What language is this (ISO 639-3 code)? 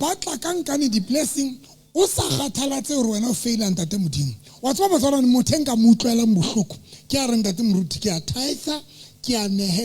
sot